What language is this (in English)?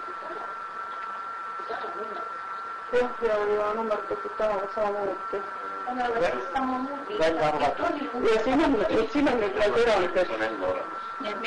Estonian